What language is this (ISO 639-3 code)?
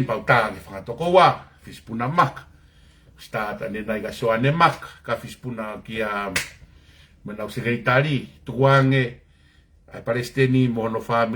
ton